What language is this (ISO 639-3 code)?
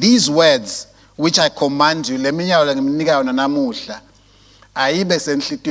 ssw